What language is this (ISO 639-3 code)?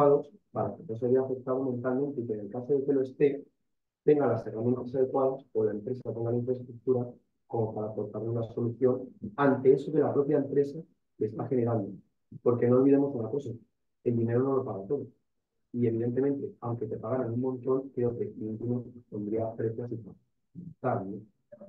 spa